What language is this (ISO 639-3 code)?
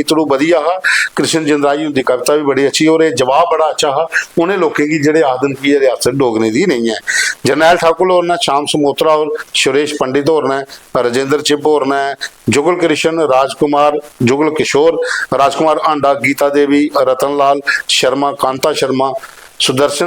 doi